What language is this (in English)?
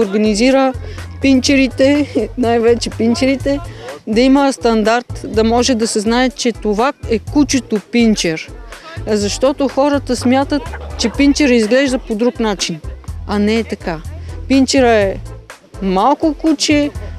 Bulgarian